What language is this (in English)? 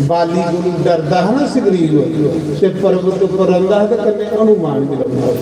Dogri